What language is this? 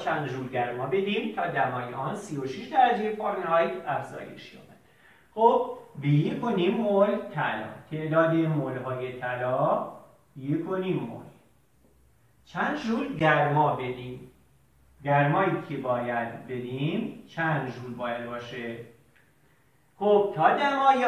Persian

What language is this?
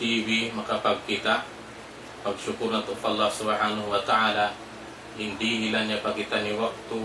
Tausug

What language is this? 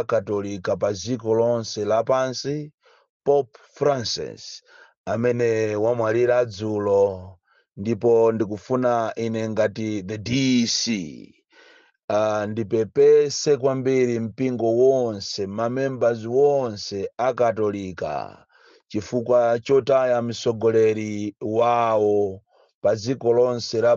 Nyanja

